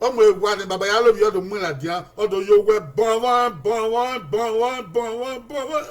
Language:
Bini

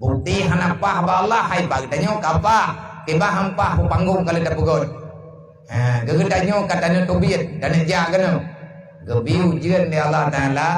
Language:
Achinese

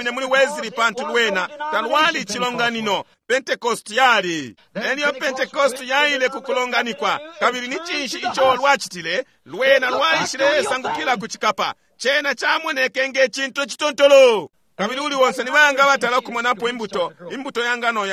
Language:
Bemba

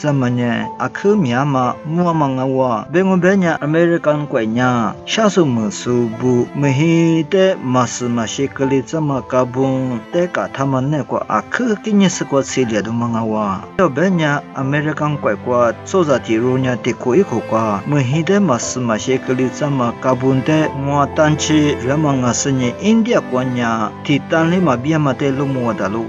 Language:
Lisu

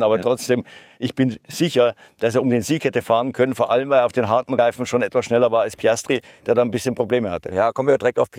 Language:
German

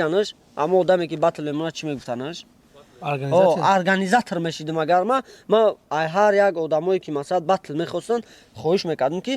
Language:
Tajik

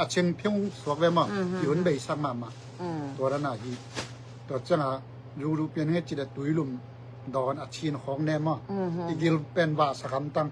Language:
Tedim Chin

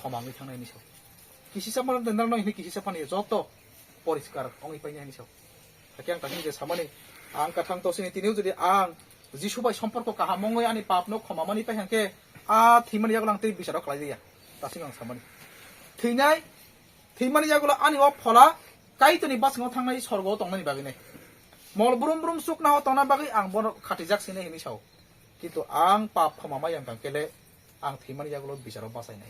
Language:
Kok Borok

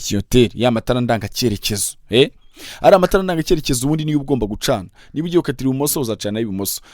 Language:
Kinyarwanda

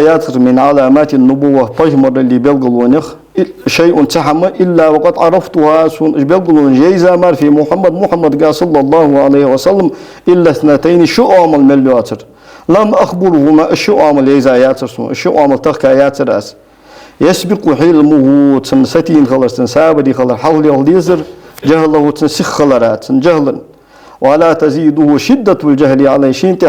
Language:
Ingush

